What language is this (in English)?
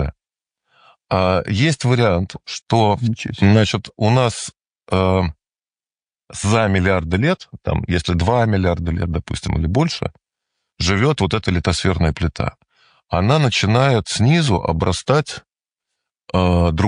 Russian